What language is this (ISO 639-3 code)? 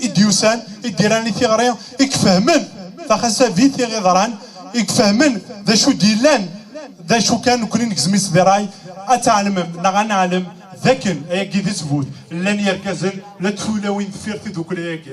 kab